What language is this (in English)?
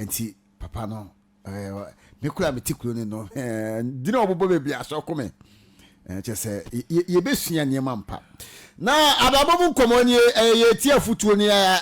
Akan